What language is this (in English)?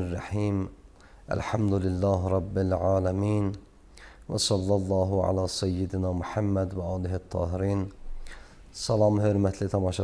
Azerbaijani